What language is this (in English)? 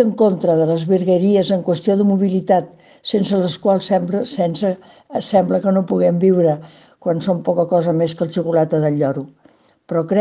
Catalan